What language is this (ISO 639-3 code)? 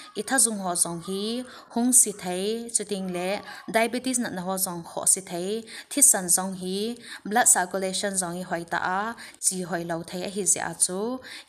tcz